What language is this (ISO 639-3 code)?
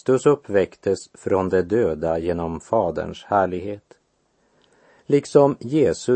swe